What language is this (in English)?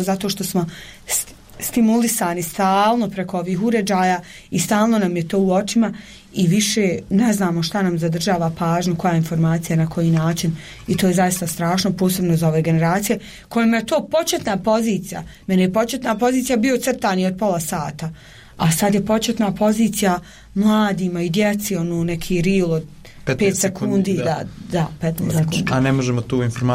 Bosnian